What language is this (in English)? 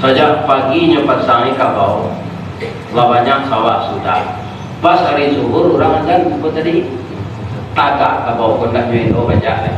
Minangkabau